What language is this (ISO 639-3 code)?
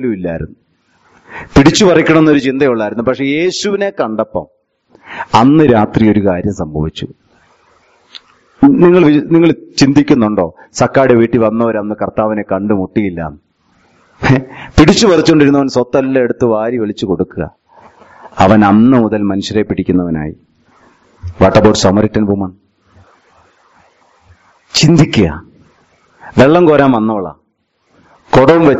mal